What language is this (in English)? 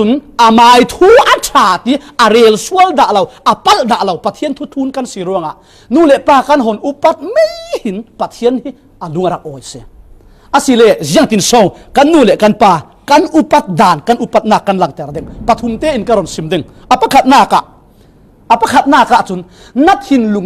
Falam Chin